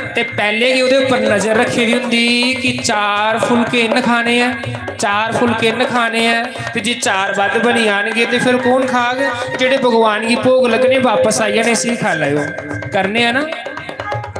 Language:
Dogri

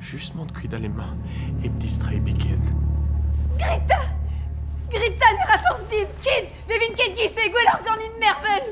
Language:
Breton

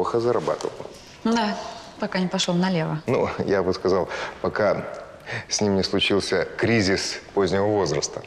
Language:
Russian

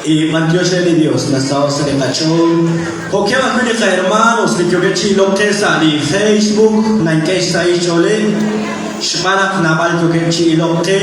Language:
Kekchí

